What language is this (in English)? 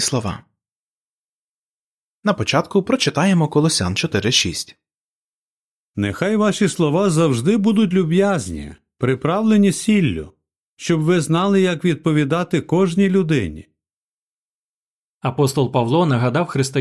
Ukrainian